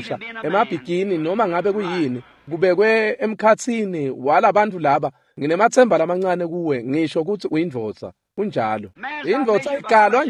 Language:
Swati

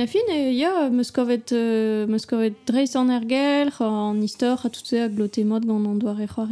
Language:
Breton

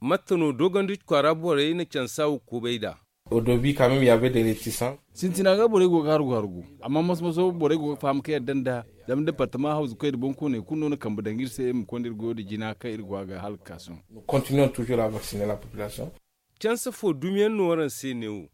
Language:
Zarma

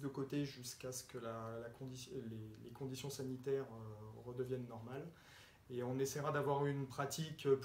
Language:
French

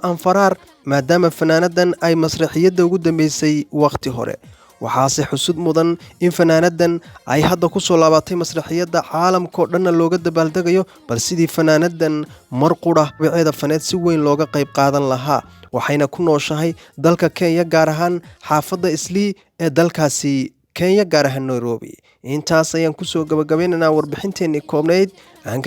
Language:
Somali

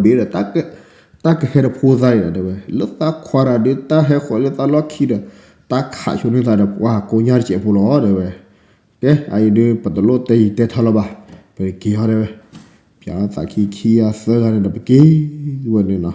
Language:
S'gaw Karen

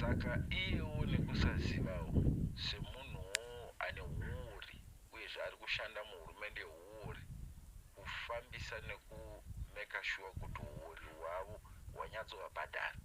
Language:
Shona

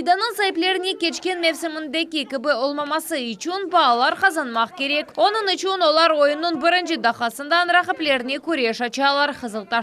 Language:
Crimean Tatar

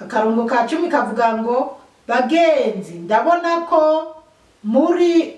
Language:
Rundi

